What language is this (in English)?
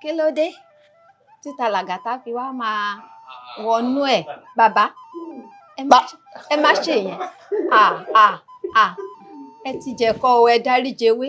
Yoruba